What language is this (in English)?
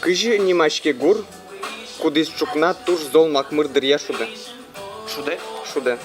Udmurt